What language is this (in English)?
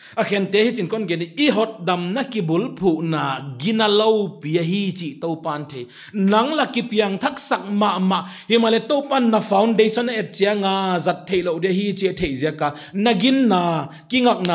Paite Chin